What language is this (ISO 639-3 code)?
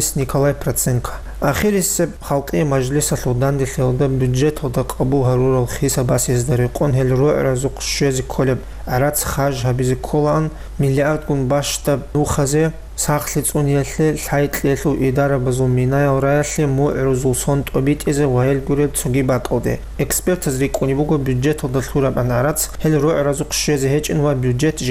ava